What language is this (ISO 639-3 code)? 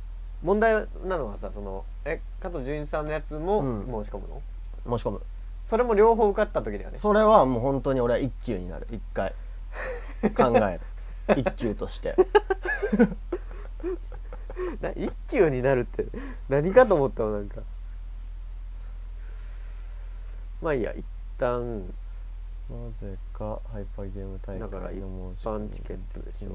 jpn